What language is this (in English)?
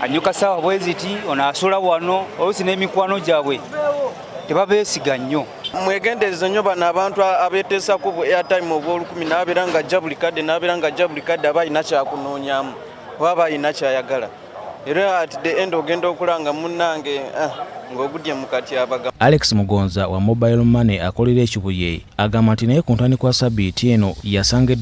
Ganda